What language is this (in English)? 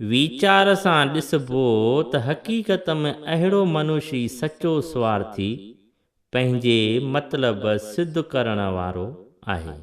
Sindhi